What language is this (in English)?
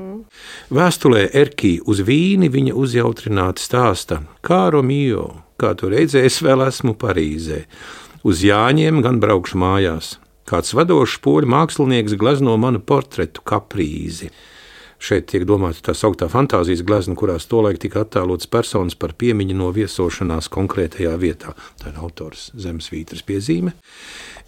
Latvian